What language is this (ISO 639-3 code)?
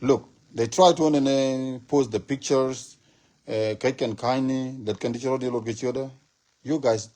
nus